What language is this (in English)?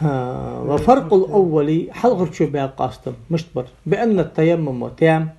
Ingush